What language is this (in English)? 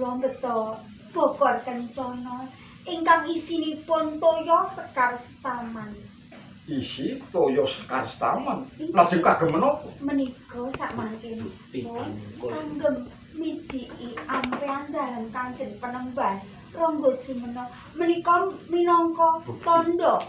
Javanese